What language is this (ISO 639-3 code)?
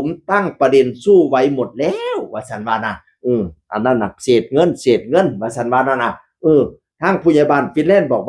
tts